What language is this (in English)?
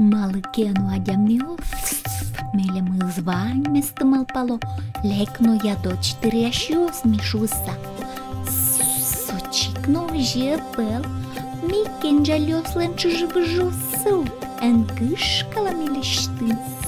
Udmurt